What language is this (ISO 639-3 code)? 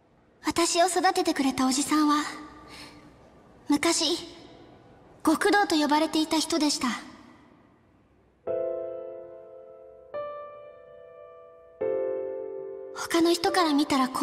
jpn